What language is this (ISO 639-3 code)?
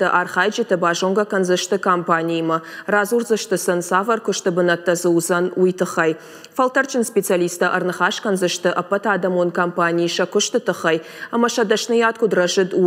oss